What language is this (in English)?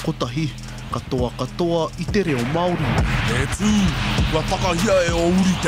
Māori